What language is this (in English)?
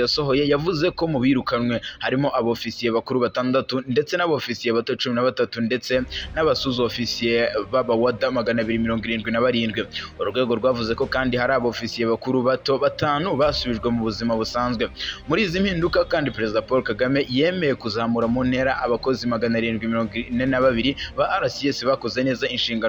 Kinyarwanda